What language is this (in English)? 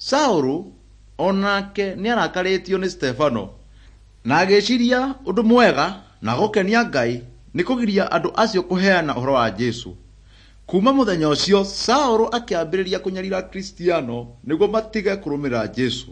Kikuyu